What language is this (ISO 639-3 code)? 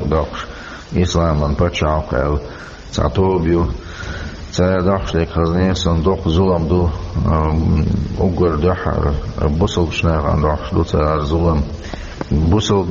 che